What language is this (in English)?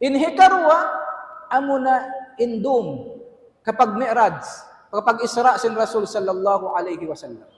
Tausug